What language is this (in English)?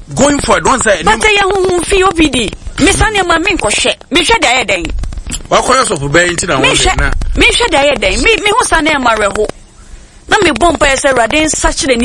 Akan